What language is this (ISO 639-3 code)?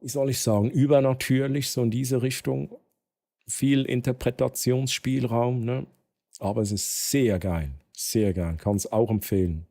gsw